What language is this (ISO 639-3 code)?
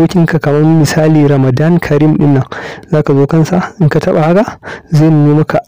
hau